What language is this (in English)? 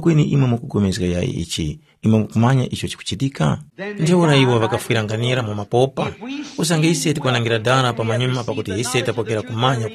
Tumbuka